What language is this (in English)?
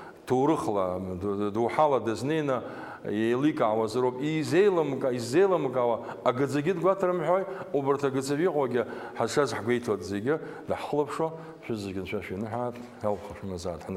Abkhazian